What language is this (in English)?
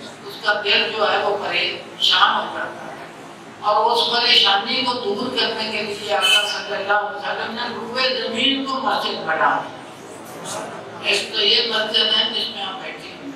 Urdu